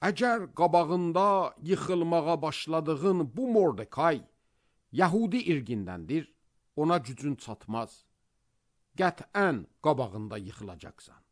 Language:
Azerbaijani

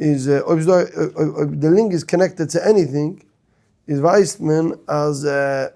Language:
Yiddish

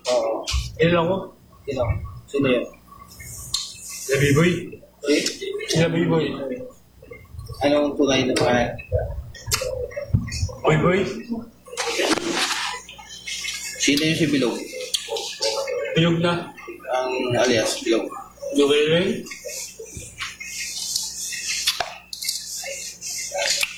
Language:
Filipino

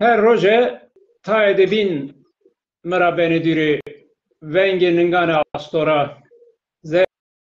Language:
Zaza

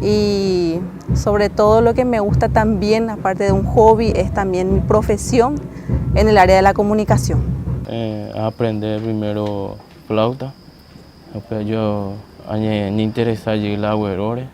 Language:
Guarani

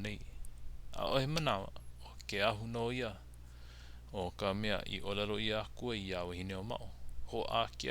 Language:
Hawaiian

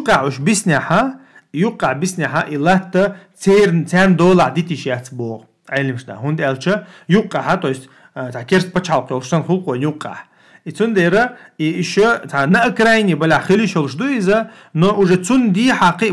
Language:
Chechen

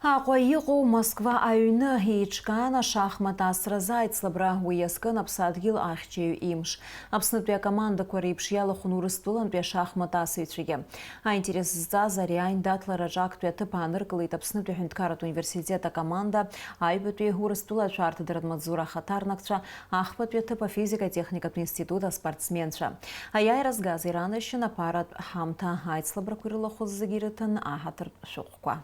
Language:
Abkhazian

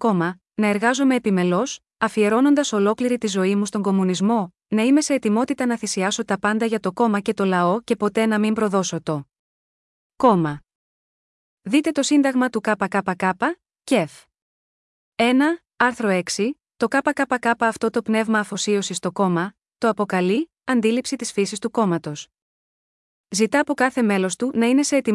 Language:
Greek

